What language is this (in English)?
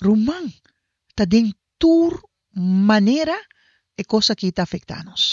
Papiamento